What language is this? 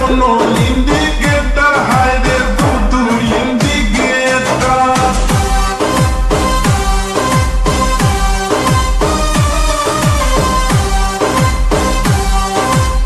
Bhojpuri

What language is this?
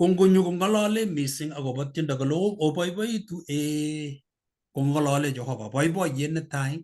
Kalenjin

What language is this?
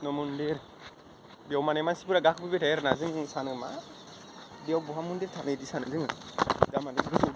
Bodo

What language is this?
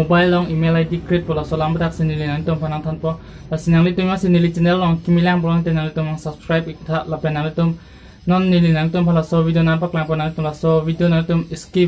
Karbi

